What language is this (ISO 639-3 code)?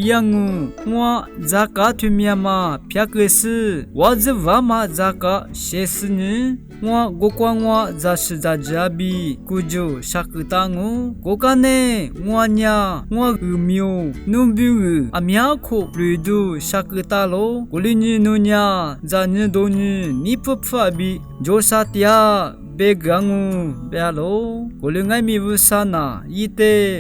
lis